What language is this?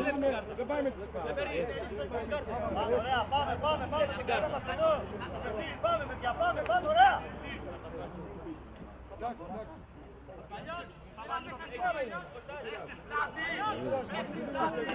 Greek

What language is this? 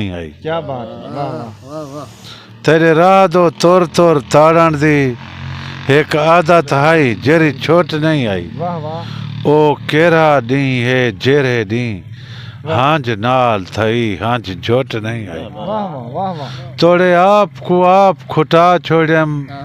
Saraiki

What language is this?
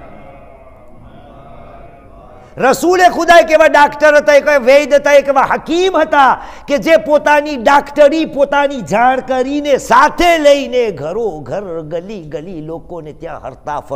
Gujarati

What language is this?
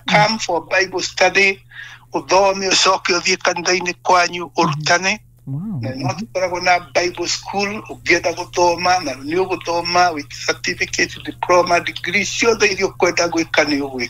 Kikuyu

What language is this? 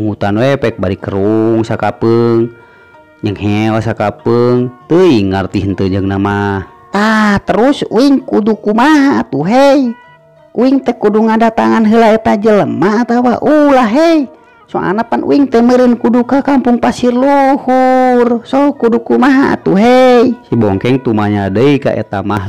Sundanese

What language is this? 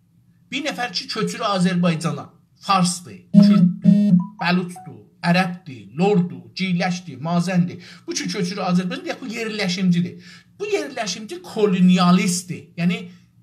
South Azerbaijani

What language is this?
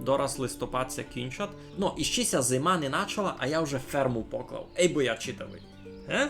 Rusyn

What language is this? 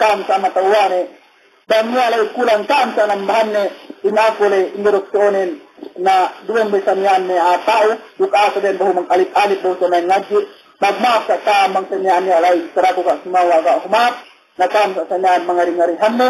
Yakan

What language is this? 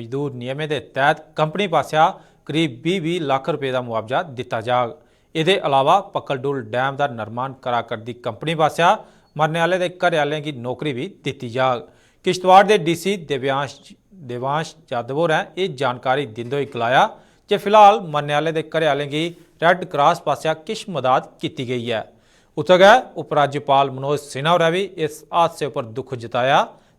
Dogri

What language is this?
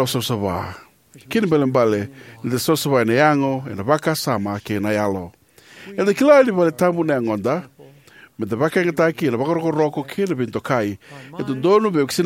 Fijian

